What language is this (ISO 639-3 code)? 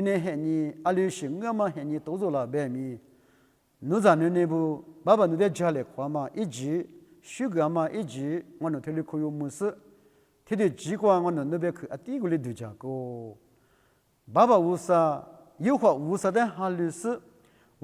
lis